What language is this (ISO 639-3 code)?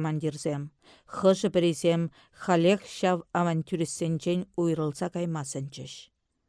chv